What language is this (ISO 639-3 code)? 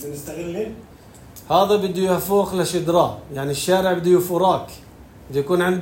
apc